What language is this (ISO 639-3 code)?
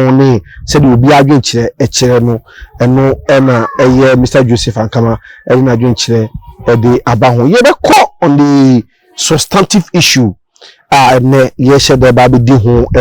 aka